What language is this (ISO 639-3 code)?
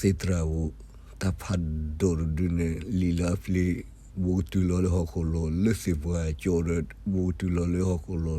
ksw